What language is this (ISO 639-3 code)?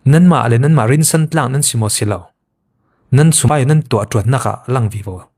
cfm